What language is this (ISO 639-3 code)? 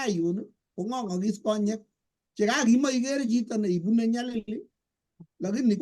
kln